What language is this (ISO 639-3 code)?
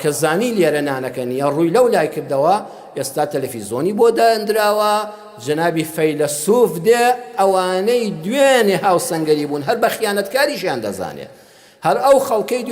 ckb